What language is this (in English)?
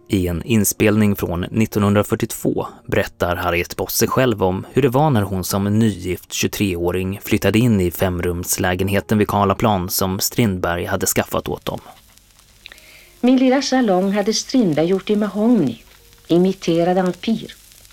Swedish